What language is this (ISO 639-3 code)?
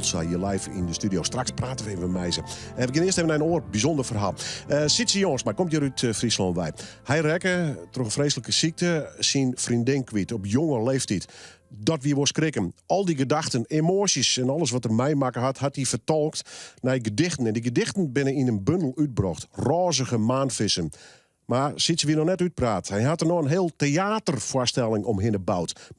fry